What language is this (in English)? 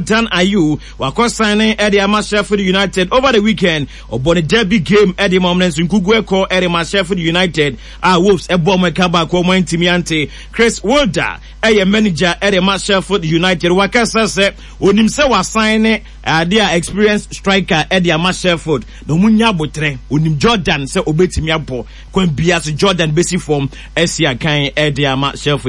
Akan